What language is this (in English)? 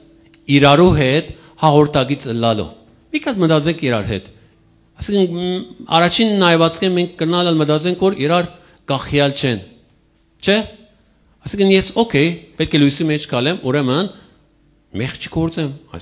Western Armenian